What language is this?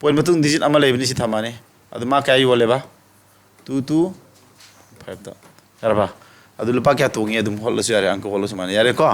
Manipuri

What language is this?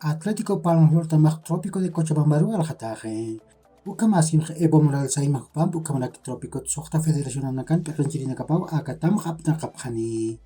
Aymara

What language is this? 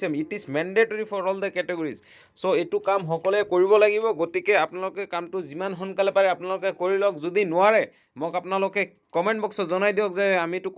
Assamese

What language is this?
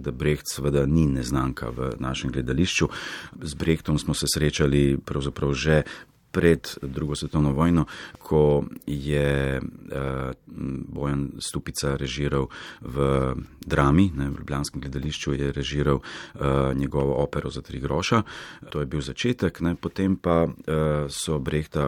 Slovenian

